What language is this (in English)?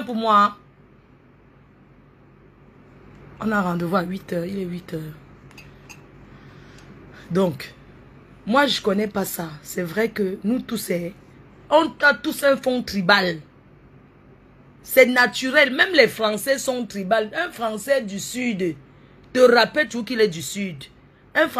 French